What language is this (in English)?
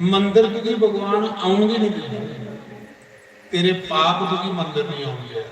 Dogri